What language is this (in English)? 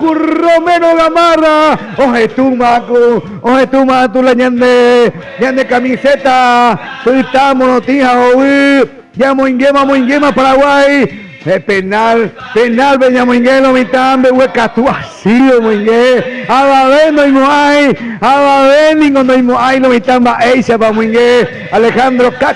Guarani